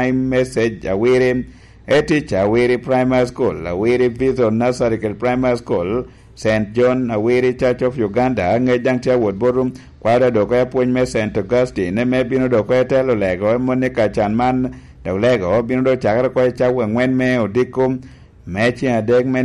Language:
Lango (Uganda)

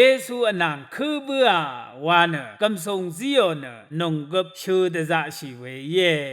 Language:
Rawang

